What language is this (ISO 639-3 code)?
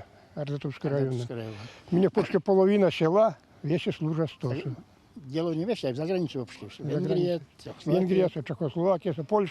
myv